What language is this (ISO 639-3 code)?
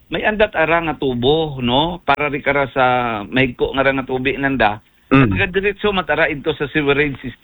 akl